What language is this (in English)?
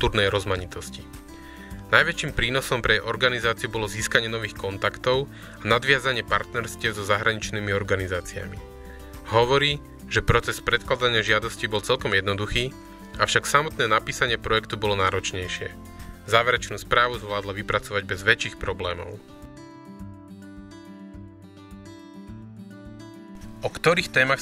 Slovak